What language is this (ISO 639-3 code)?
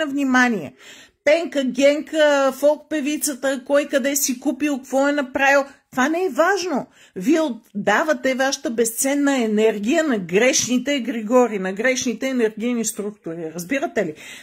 bul